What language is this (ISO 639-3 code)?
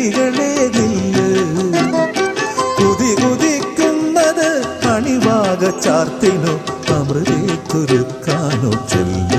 mal